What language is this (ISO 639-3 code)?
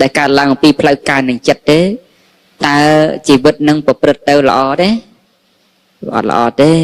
khm